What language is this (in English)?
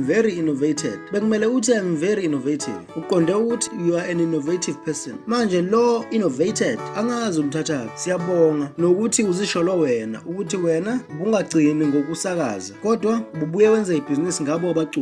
Zulu